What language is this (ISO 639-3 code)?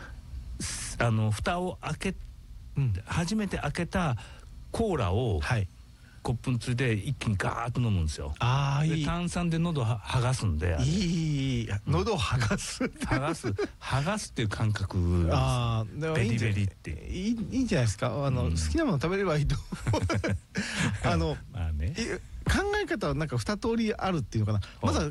jpn